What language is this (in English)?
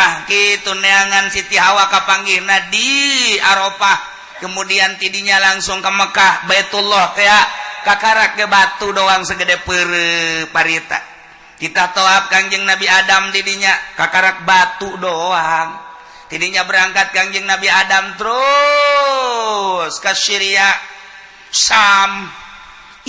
Sundanese